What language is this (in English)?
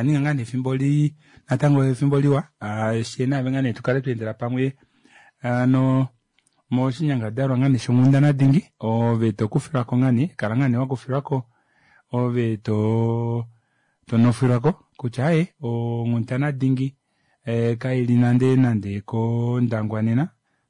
Kuanyama